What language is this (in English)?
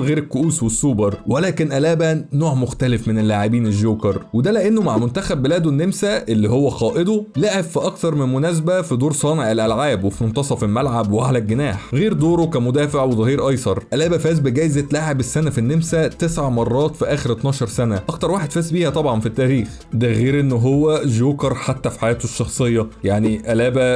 Egyptian Arabic